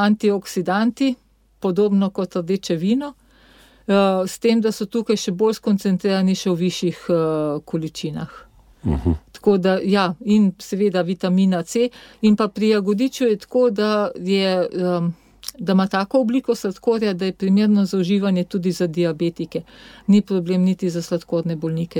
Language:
Slovenian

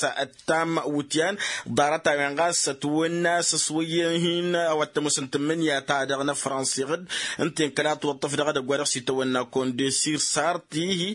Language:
Tamasheq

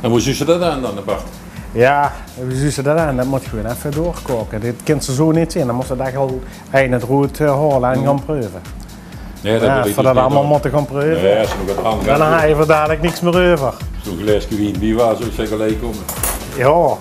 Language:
Limburgish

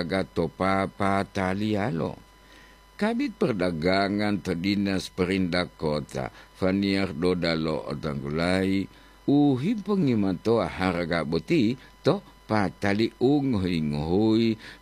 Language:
Gorontalo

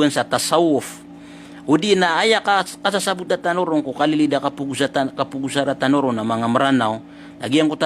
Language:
Maranao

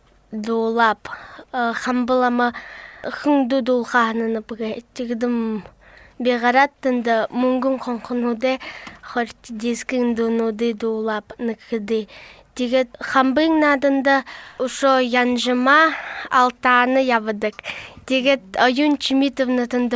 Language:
Buriat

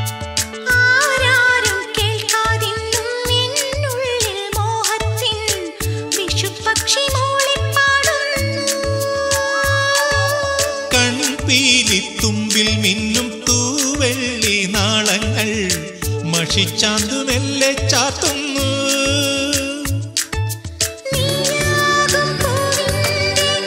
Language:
Malayalam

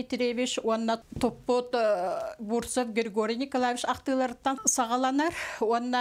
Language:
Yakut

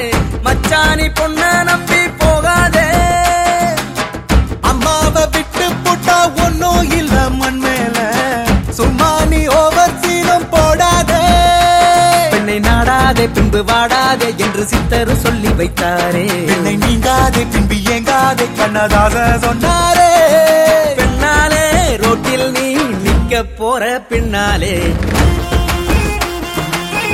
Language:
Tamil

